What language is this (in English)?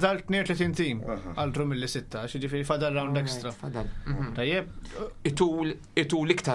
Maltese